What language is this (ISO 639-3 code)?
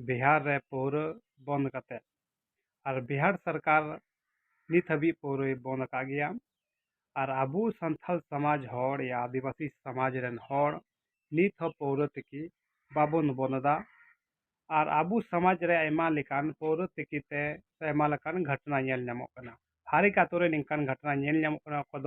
sat